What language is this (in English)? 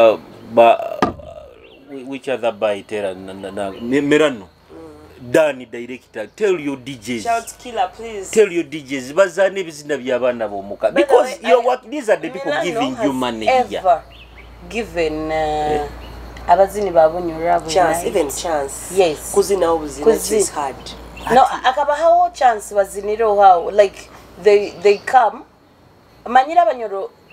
Nyoro